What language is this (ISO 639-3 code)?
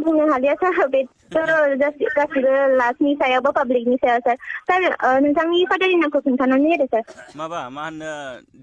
brx